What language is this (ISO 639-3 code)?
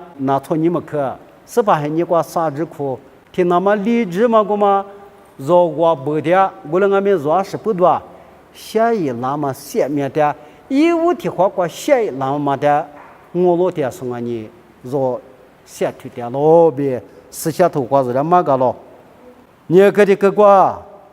lis